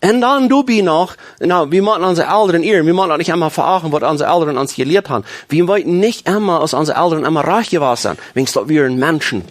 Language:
Plautdietsch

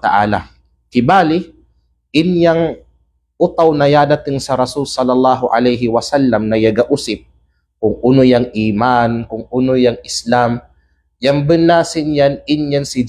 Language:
Kalagan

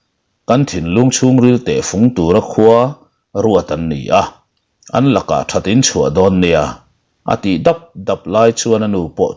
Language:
Mizo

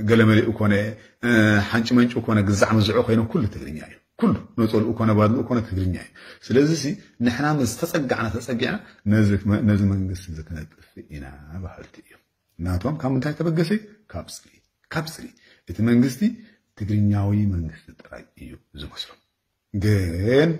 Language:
Tigrinya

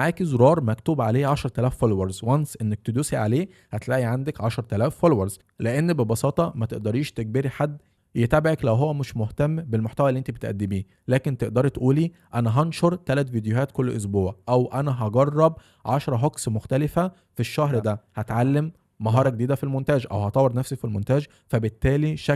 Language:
Egyptian Arabic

